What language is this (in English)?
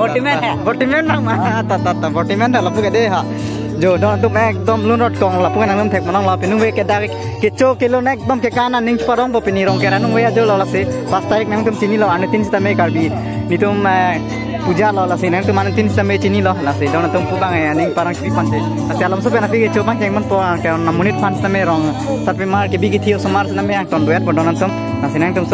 Karbi